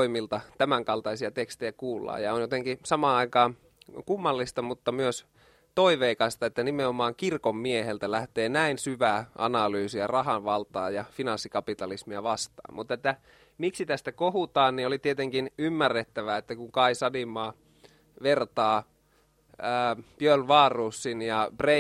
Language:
Finnish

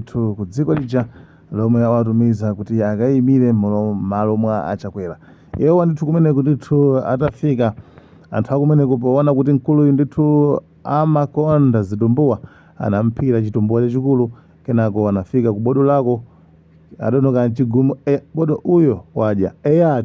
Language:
Nyanja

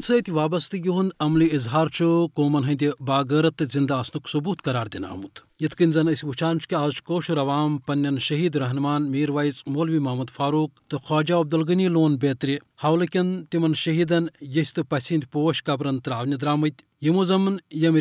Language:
Kashmiri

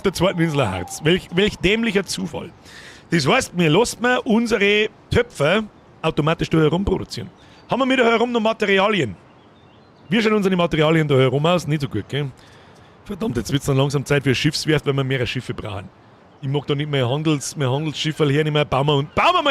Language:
Bavarian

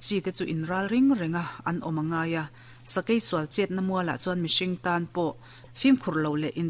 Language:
Mizo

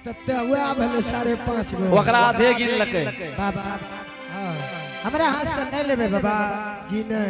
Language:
Angika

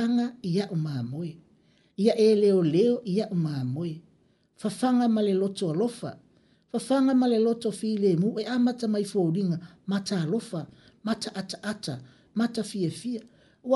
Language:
Samoan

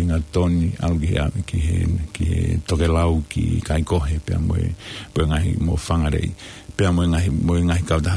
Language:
Tongan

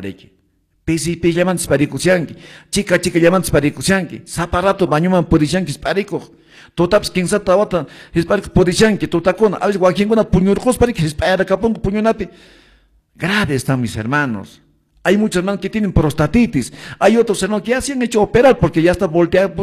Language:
Quechua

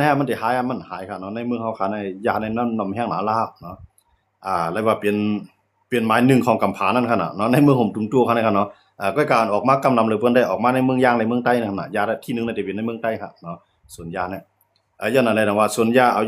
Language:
Shan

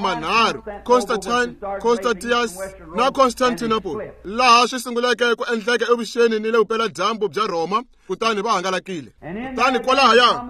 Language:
Tsonga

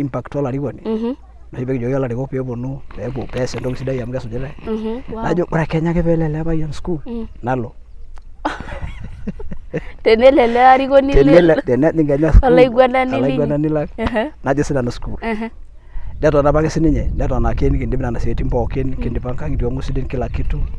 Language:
Masai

